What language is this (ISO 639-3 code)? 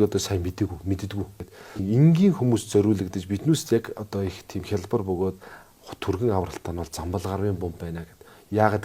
mon